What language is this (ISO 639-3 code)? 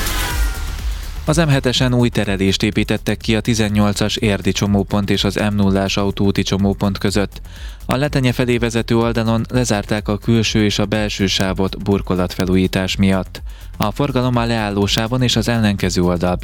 hun